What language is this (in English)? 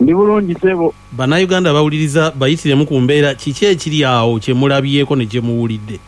Ganda